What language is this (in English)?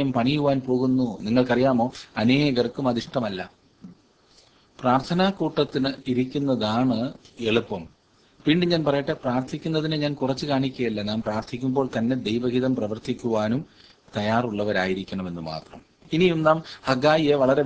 Malayalam